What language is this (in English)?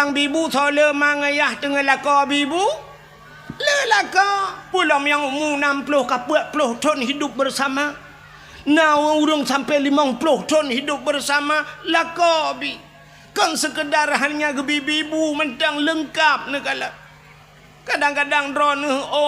Achinese